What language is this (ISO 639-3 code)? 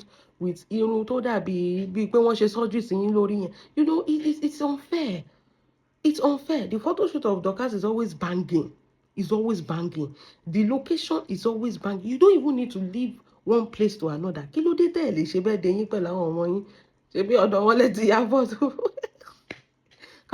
yor